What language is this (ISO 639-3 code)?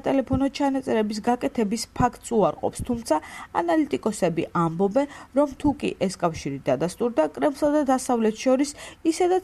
kat